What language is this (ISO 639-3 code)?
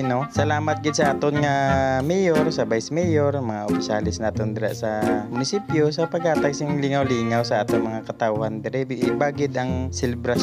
hil